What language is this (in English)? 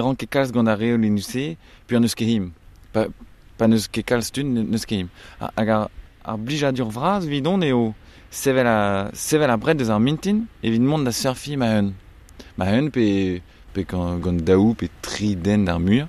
Breton